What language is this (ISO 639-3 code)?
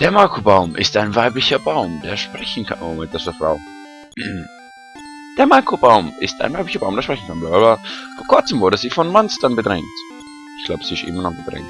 gsw